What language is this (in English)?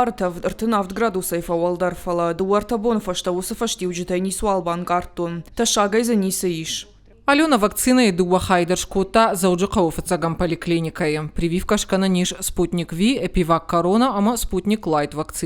Ossetic